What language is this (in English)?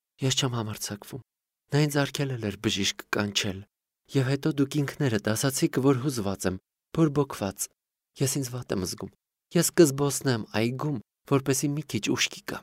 Armenian